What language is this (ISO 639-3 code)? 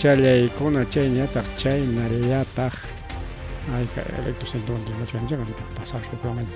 quy